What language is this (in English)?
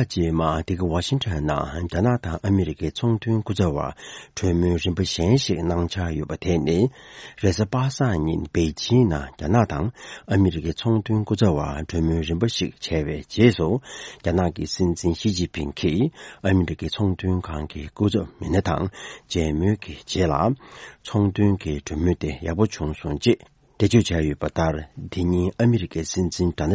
Tibetan